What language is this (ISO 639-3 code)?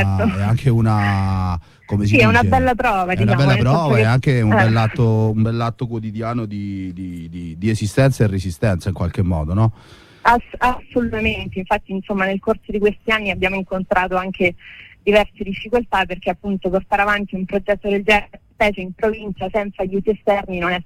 ita